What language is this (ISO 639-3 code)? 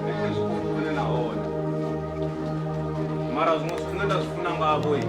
ven